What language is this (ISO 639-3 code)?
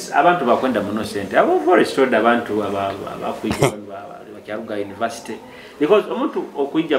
nyo